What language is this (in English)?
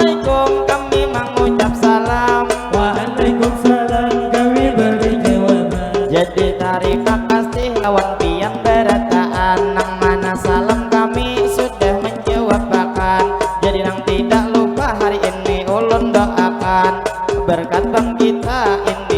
Banjar